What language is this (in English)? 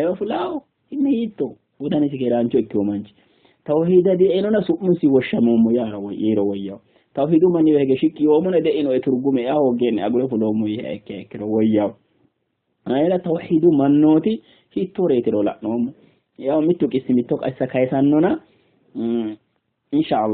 Sidamo